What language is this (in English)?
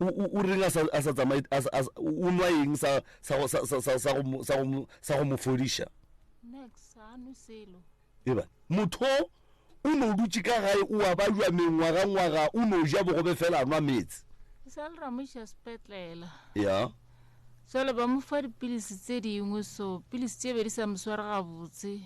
Northern Sotho